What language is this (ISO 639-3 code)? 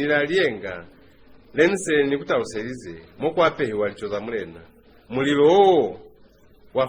loz